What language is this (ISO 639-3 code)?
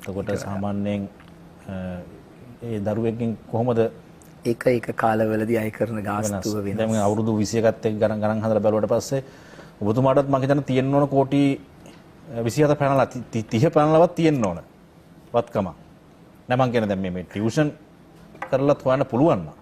sin